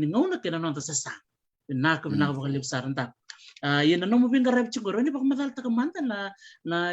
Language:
Fijian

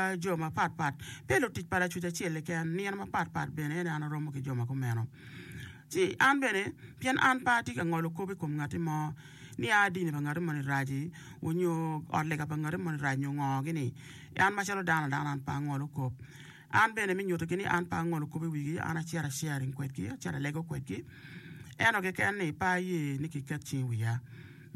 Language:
Acoli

